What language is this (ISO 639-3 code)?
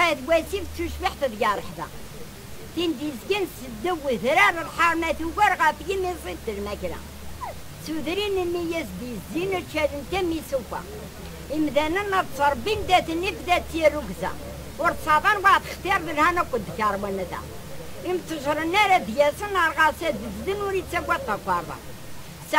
kab